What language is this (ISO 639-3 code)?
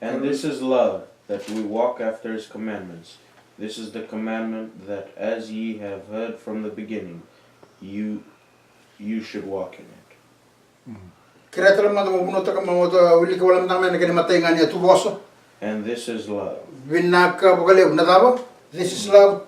fij